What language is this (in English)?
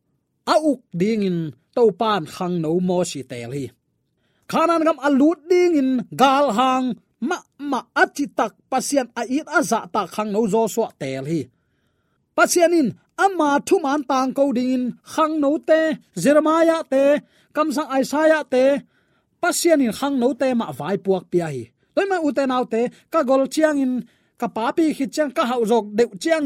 Tedim Chin